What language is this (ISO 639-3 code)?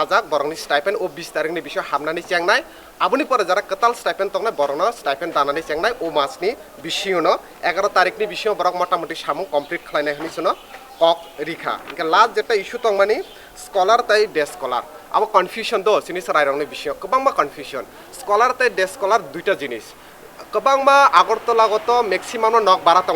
trp